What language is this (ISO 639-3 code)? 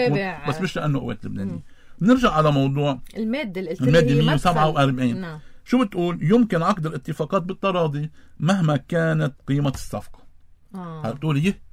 apc